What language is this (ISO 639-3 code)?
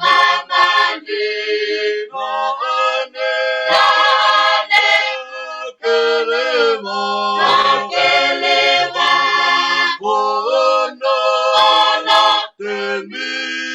ton